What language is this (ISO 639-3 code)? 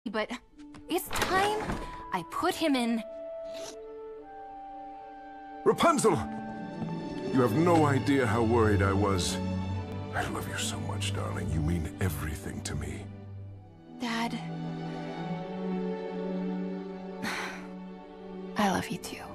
eng